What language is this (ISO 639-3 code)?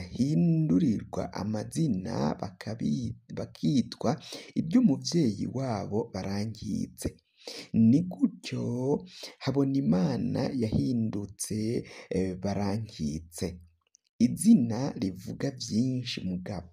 run